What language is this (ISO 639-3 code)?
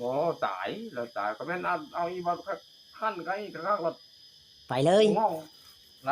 tts